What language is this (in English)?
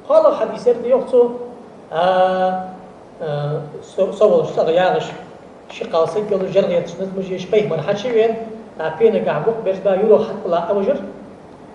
Ingush